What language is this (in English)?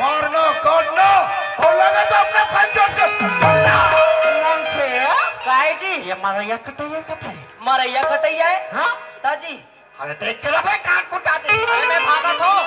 Chhattisgarhi